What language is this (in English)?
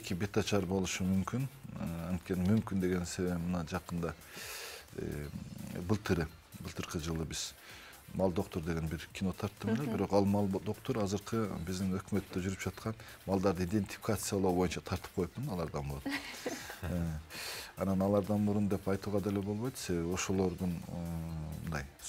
Kyrgyz